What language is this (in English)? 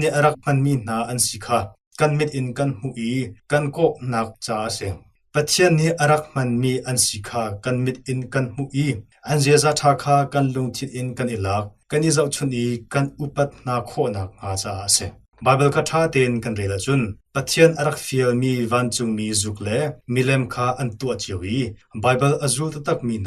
Hakha Chin